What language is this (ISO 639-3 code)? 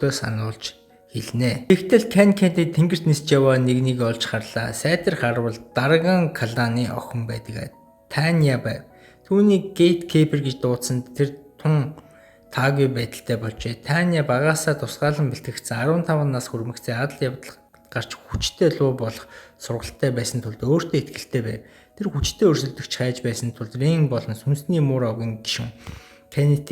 mon